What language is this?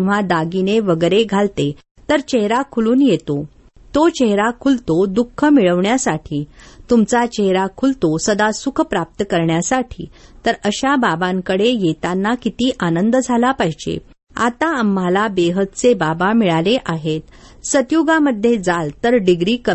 Marathi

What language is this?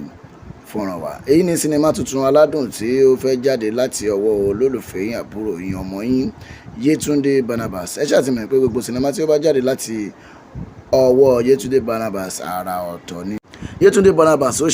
Yoruba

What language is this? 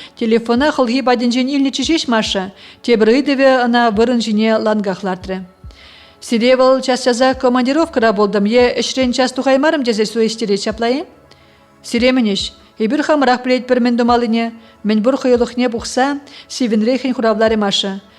Chuvash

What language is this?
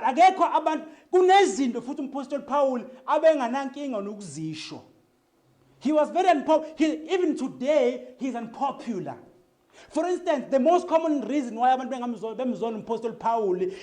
Zulu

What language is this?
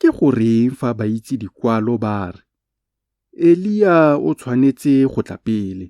Tswana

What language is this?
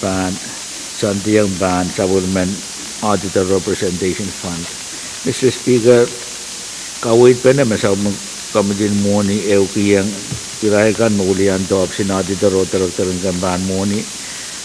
Pohnpeian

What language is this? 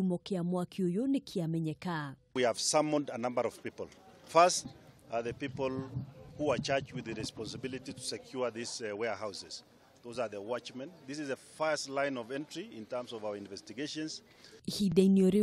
Kikuyu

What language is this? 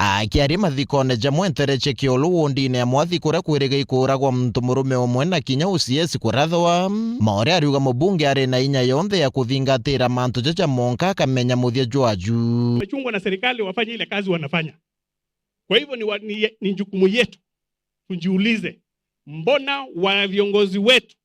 Meru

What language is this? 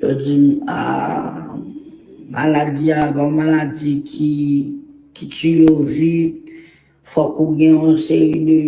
Haitian Creole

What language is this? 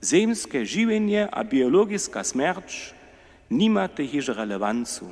Upper Sorbian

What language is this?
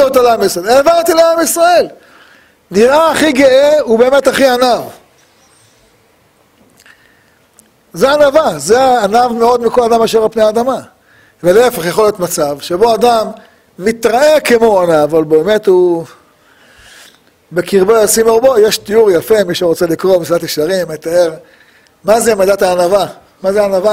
Hebrew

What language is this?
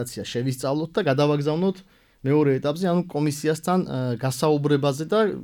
Georgian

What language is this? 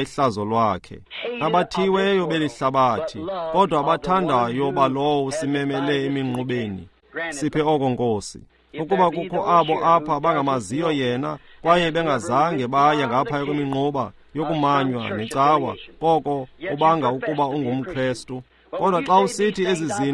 Xhosa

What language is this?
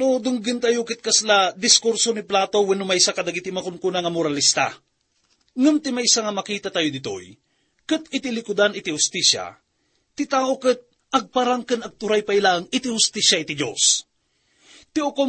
Iloko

